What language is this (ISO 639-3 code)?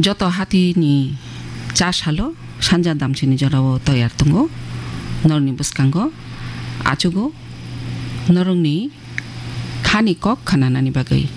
trp